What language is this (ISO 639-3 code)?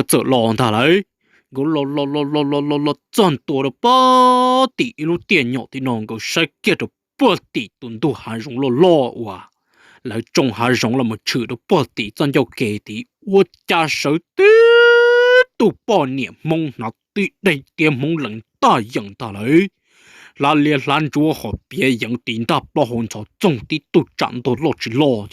hmn